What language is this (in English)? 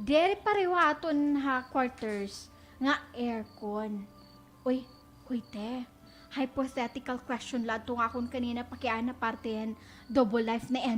Waray